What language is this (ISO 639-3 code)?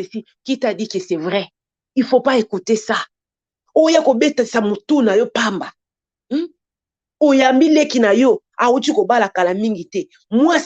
lin